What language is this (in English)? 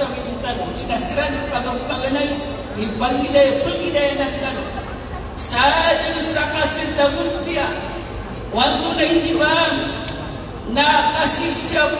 Maranao